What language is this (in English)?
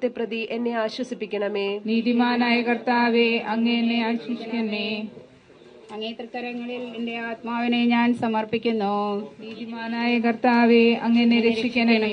Malayalam